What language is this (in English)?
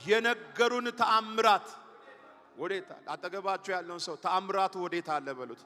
Amharic